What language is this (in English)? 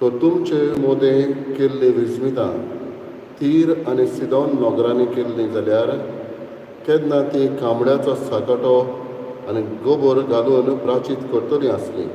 Konkani